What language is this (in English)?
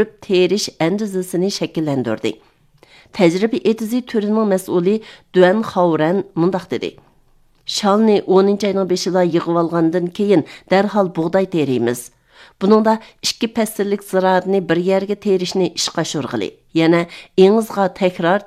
Uyghur